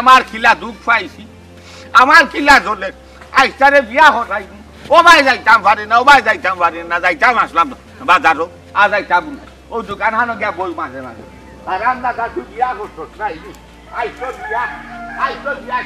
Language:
Sylheti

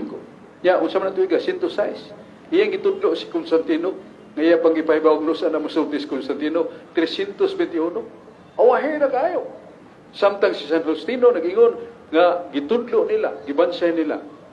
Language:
Cebuano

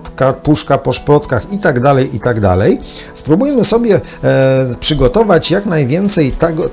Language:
Polish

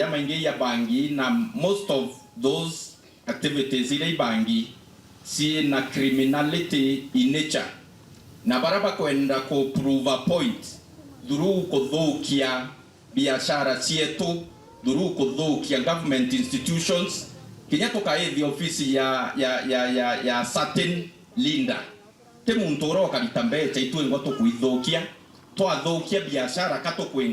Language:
Meru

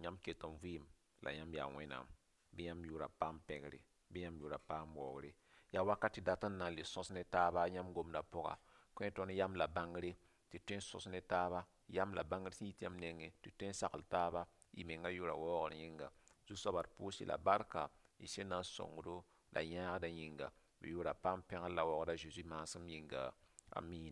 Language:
Mossi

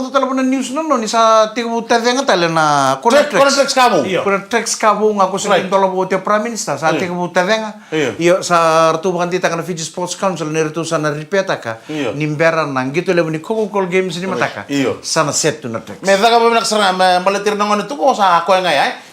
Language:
Fijian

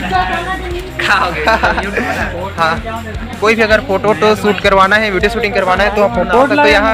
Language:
Chhattisgarhi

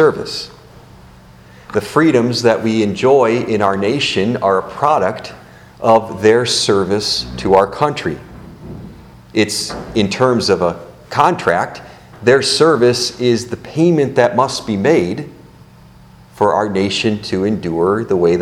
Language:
English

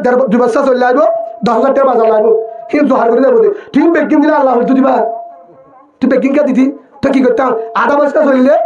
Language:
Rohingya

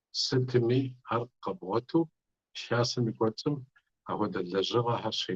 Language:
Kabardian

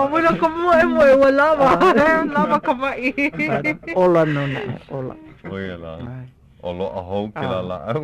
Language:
Hawaiian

